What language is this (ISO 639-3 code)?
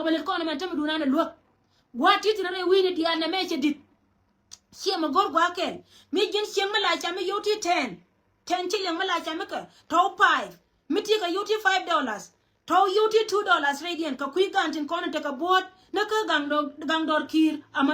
nus